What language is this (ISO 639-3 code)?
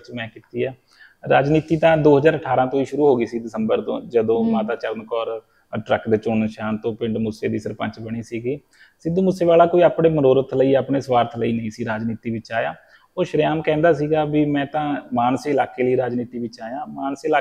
pan